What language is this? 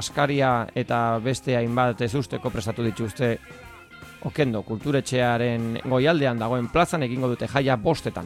Basque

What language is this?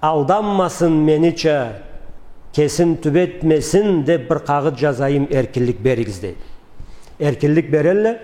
Karachay-Balkar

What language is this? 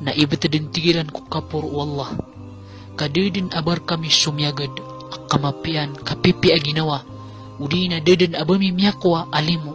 Maranao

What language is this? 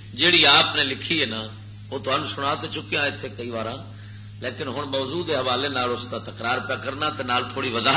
Western Panjabi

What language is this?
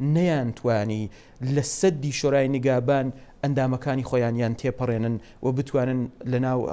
Central Kurdish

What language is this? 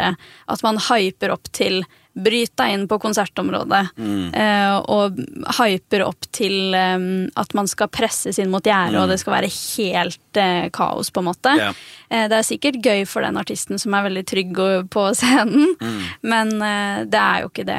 Norwegian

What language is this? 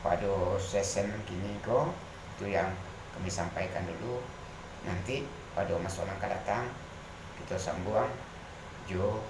Minangkabau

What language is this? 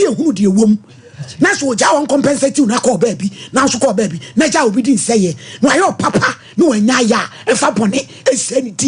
Akan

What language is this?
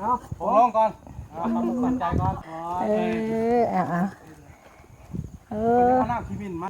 Northeastern Thai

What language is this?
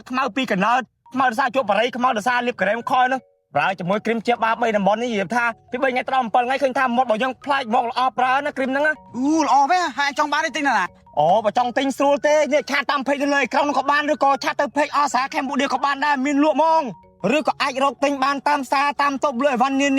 Khmer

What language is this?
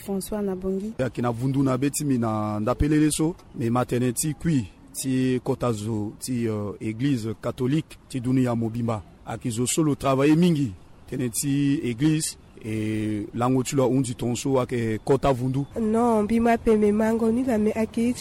Sango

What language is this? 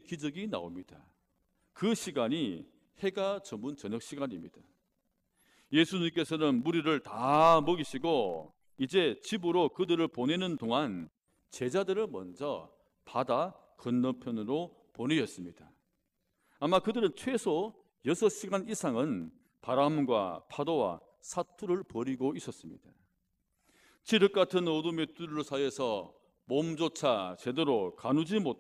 Korean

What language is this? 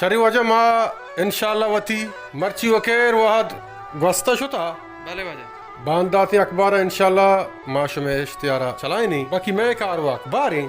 Baluchi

